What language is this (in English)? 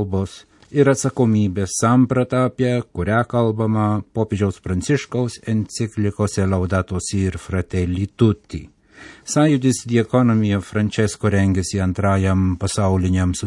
Lithuanian